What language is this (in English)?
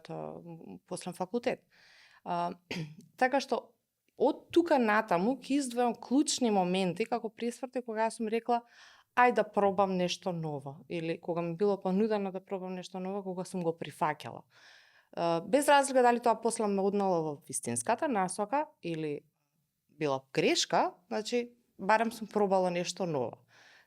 Macedonian